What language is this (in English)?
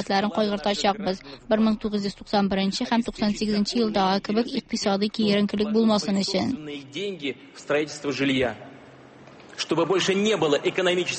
Tatar